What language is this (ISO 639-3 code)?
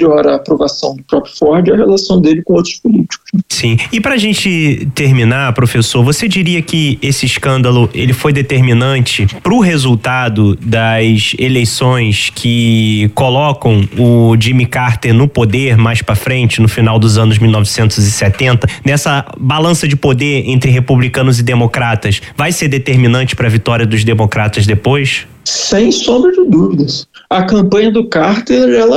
por